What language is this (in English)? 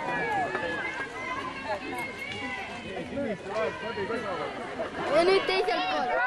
Estonian